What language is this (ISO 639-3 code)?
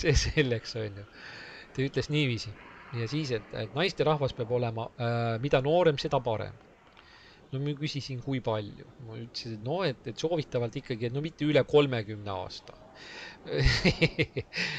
est